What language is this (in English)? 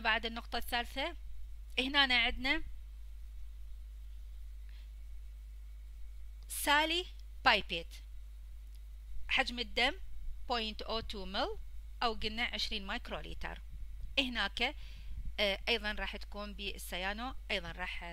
Mesopotamian Arabic